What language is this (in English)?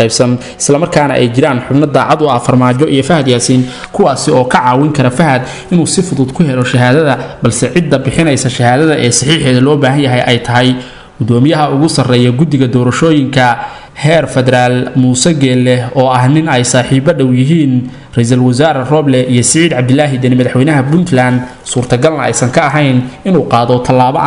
Somali